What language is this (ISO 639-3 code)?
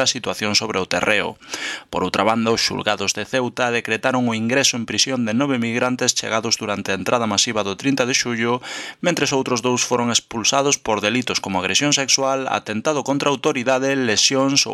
glg